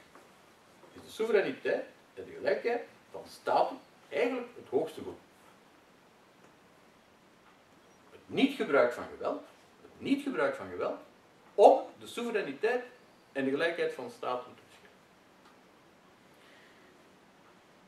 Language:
Dutch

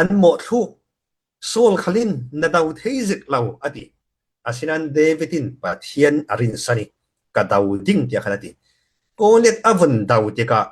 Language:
Falam Chin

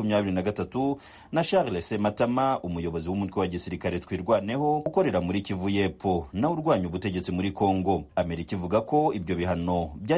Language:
Kinyarwanda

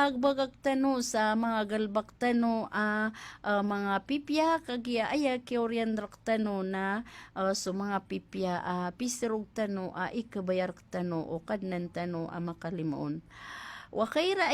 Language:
Maranao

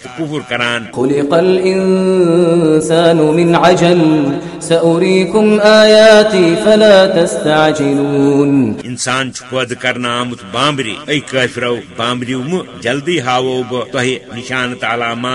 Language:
Kashmiri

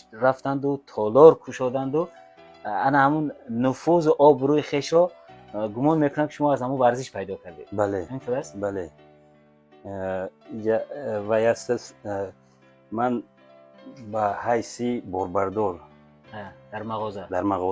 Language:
Tajik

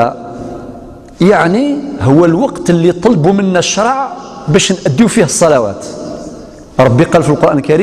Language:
Algerian Arabic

